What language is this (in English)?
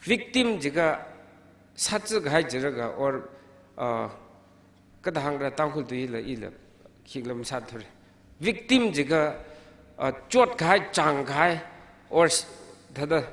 Tangkhul Naga (India)